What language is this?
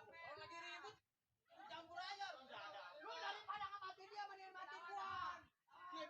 Betawi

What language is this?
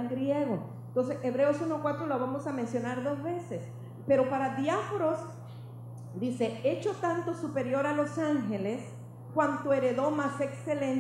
Spanish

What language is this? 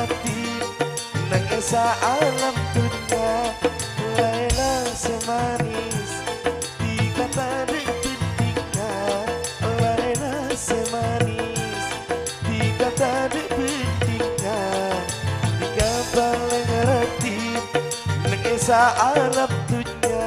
Madurese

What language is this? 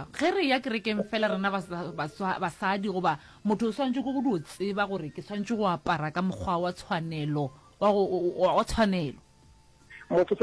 Northern Sotho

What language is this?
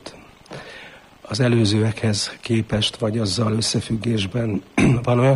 Hungarian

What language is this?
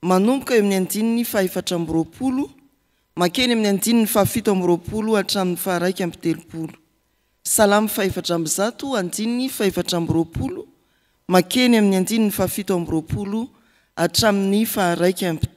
Malagasy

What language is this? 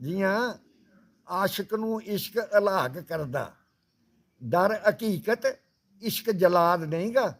Dogri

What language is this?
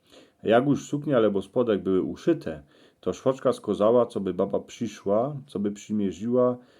Silesian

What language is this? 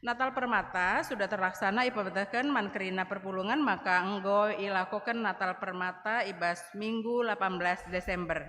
Batak Karo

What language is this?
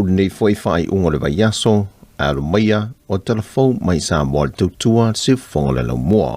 Samoan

